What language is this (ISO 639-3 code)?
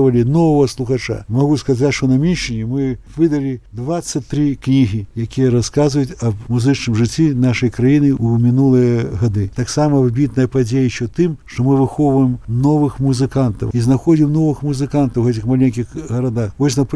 bel